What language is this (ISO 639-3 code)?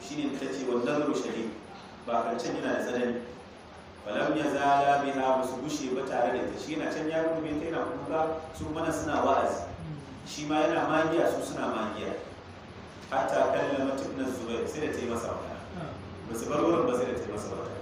hau